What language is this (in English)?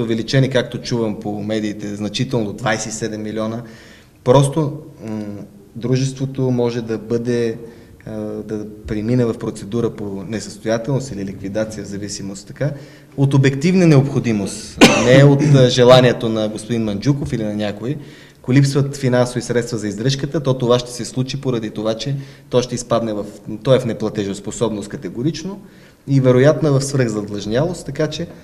Bulgarian